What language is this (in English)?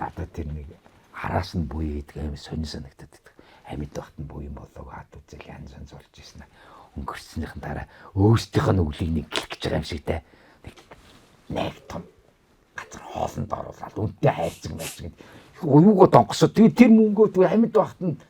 Mongolian